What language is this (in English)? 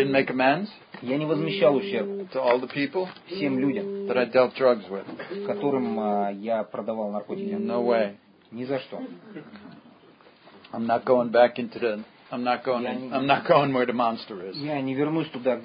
Russian